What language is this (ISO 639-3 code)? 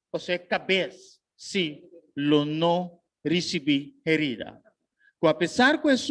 pap